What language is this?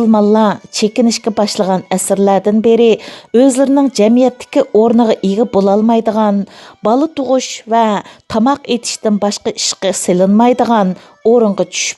Uyghur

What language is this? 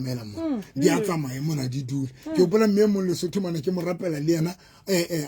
Southern Sotho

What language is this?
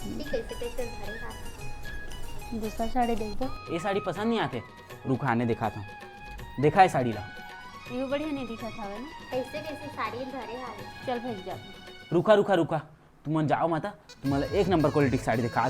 Chhattisgarhi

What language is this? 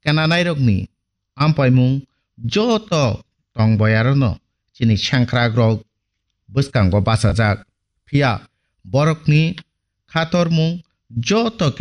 Kok Borok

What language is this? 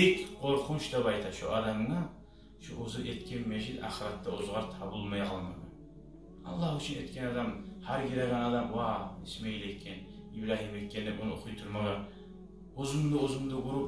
Kumyk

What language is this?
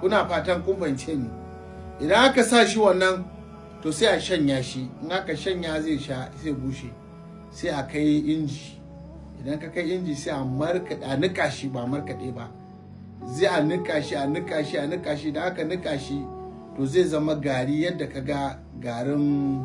Hausa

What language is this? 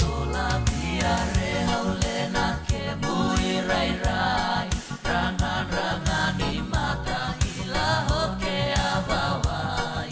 Fijian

